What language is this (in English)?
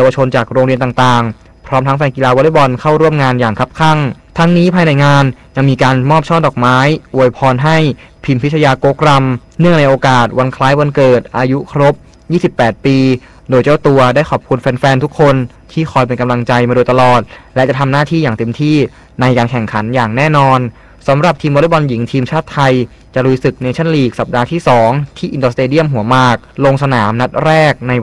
Thai